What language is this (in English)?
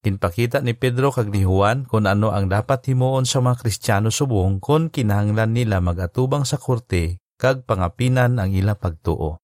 Hiligaynon